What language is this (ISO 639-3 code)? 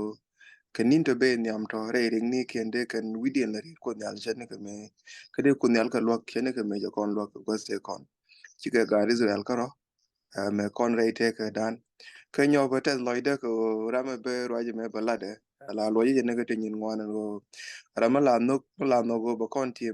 nus